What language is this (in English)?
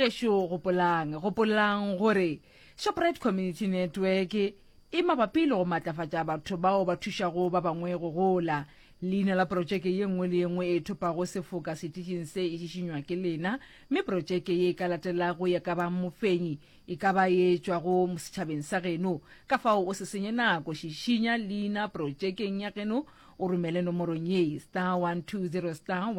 Northern Sotho